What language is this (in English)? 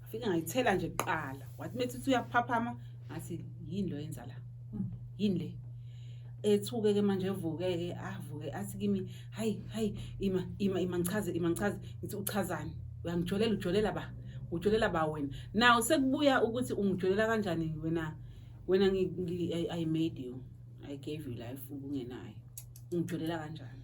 Zulu